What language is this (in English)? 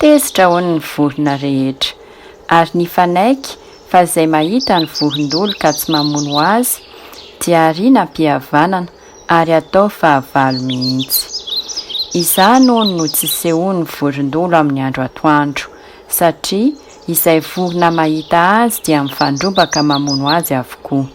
Malagasy